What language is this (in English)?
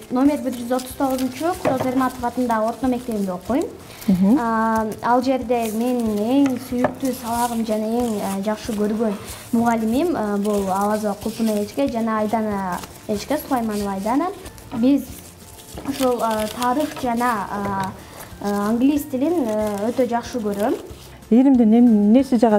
Kyrgyz